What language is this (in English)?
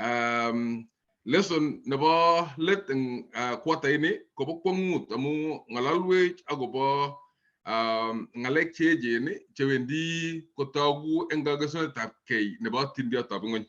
Kalenjin